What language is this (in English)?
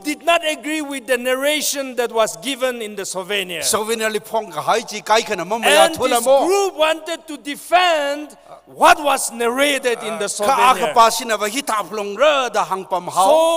Tangkhul Naga (India)